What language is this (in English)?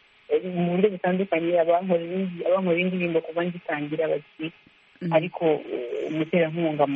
Kinyarwanda